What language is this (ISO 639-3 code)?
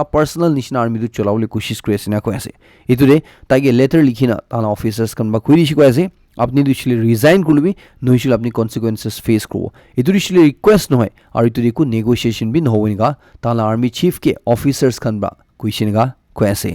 nag